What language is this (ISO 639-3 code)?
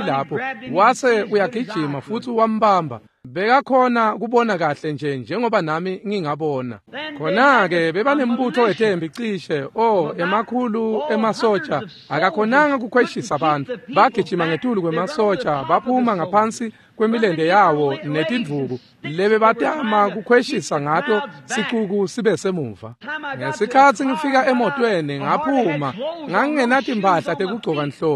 ssw